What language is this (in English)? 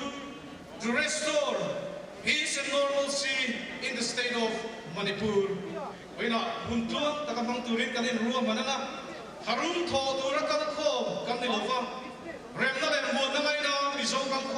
Mizo